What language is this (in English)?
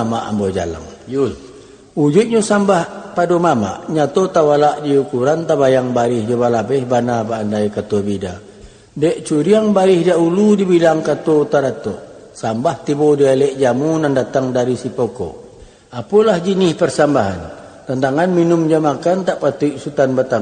Minangkabau